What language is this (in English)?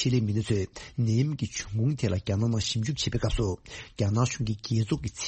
Tibetan